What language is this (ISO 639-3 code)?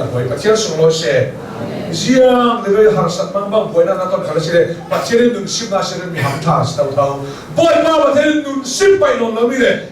cnh